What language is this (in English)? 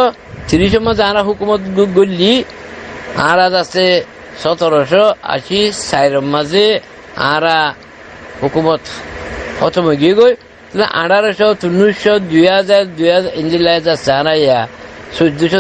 Rohingya